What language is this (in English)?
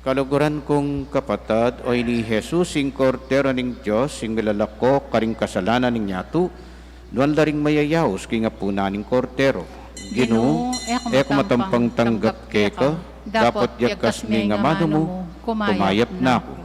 Pampanga